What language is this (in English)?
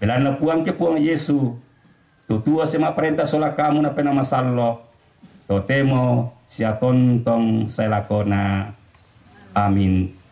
Toraja-Sa'dan